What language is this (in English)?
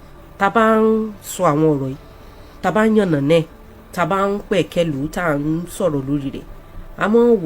Yoruba